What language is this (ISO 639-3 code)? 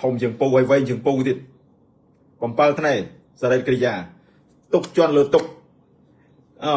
khm